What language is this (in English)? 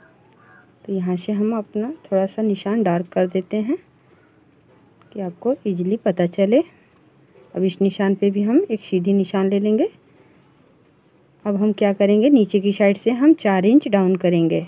Hindi